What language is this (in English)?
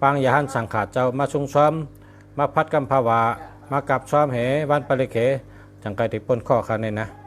Shan